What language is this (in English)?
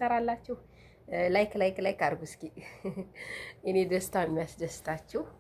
Amharic